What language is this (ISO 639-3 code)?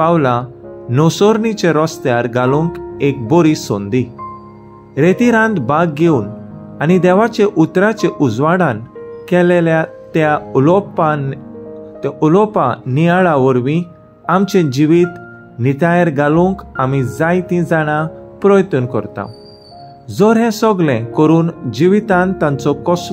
kok